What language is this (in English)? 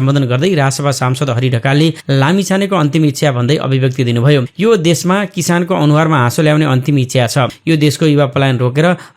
Nepali